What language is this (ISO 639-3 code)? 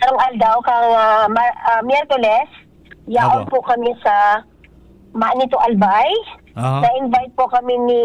bik